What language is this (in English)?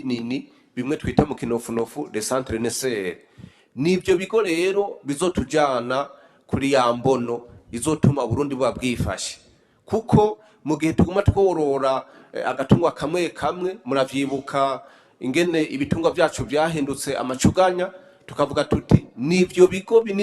Rundi